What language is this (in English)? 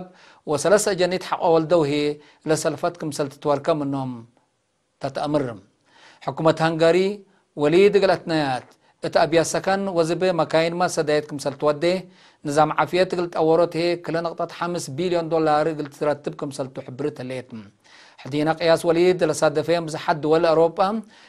Tigre